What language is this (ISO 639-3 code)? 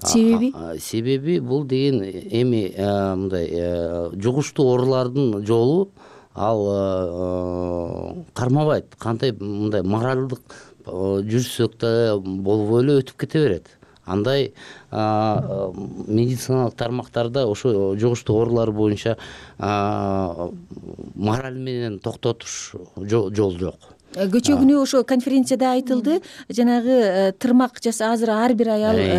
kir